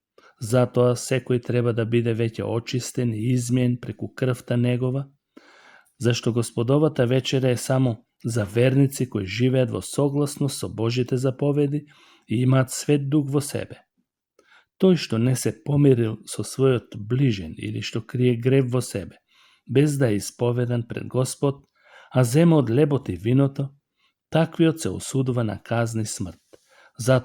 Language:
Macedonian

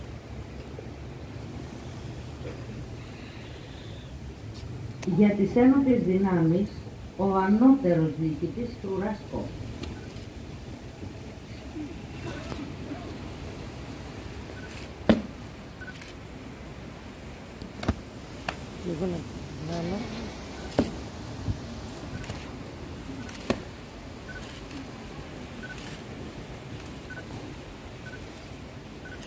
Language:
Greek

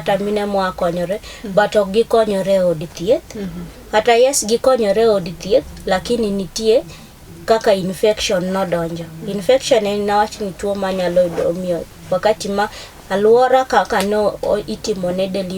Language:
Luo (Kenya and Tanzania)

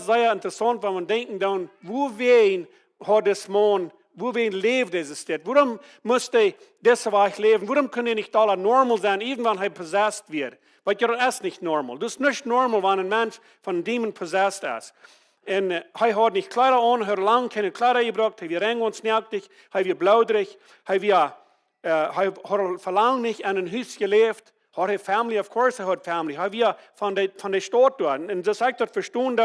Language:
Plautdietsch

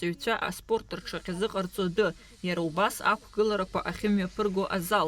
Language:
Abkhazian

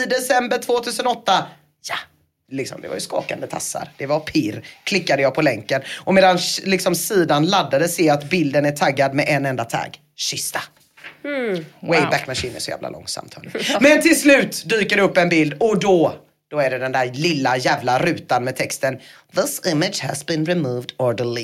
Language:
Swedish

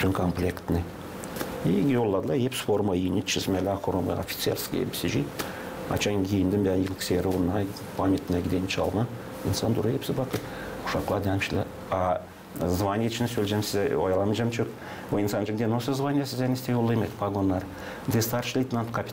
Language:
Gagauz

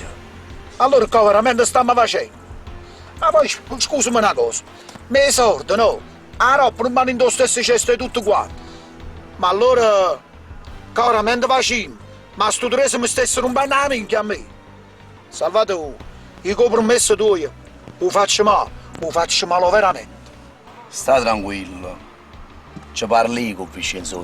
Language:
Neapolitan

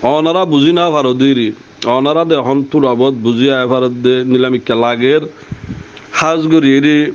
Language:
Rohingya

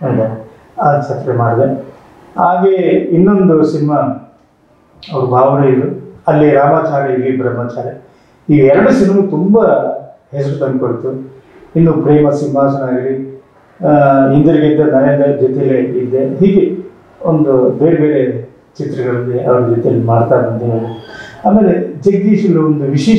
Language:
Kannada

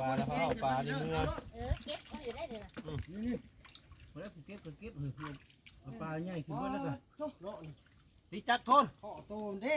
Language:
Northeastern Thai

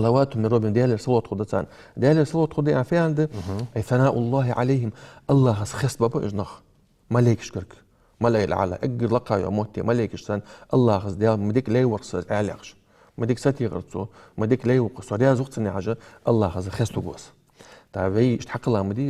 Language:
Ingush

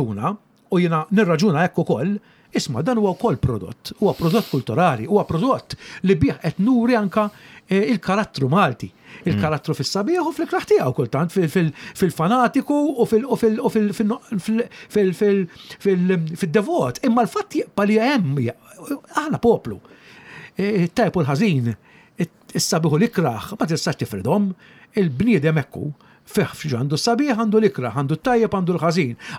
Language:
Maltese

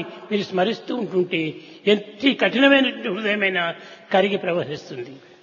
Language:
Telugu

